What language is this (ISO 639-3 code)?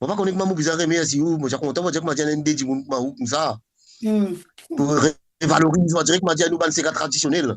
mfe